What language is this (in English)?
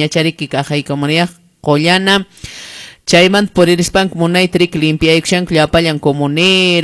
Quechua